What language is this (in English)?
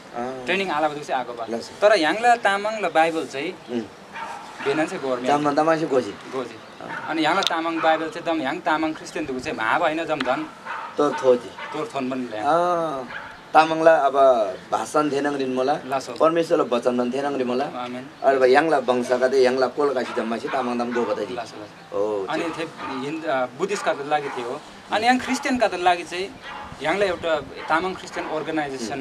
Eastern Tamang